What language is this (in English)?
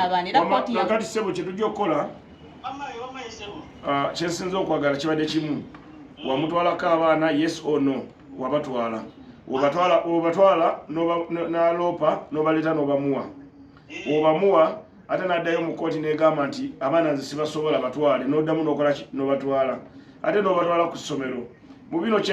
Ganda